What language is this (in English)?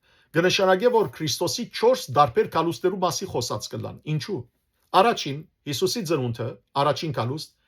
Western Armenian